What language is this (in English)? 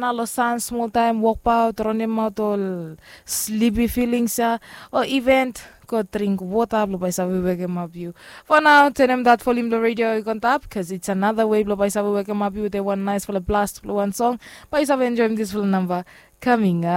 Bislama